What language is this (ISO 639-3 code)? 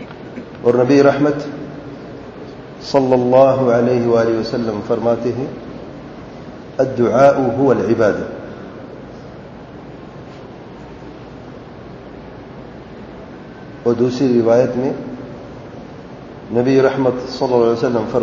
urd